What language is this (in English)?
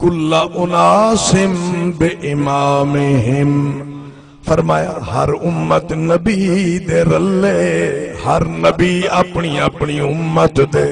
Saraiki